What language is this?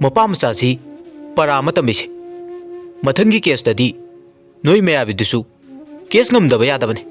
Manipuri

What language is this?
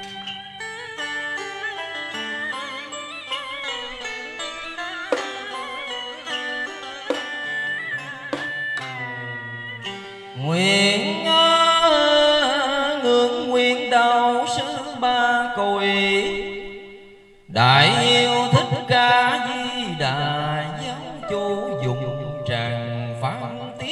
Vietnamese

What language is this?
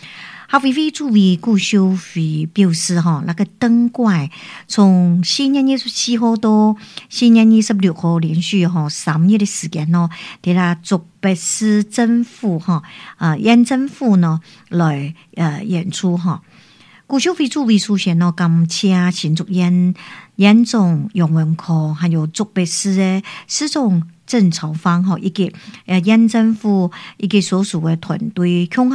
Min Nan Chinese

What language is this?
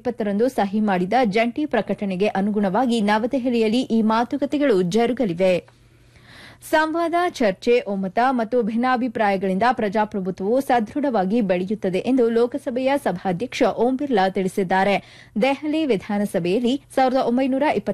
Kannada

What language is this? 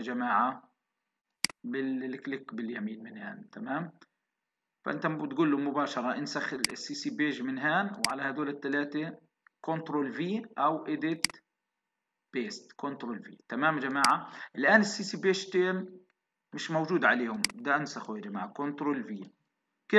South Levantine Arabic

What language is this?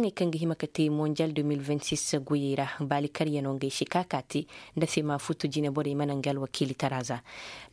Koyraboro Senni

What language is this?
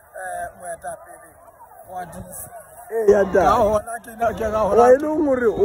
Southern Sotho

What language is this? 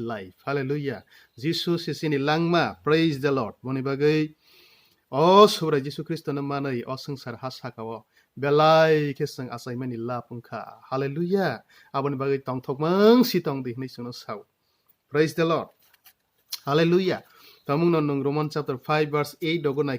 Kok Borok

